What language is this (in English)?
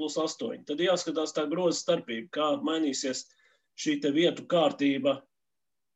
Latvian